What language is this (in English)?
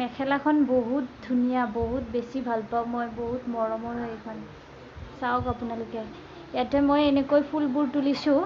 Assamese